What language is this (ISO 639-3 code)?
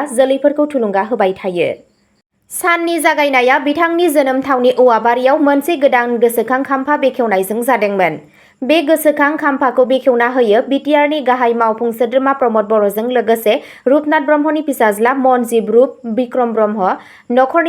brx